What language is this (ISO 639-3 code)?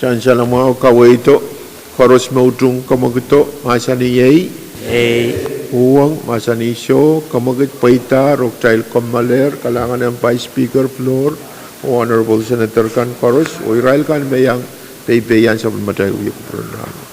pon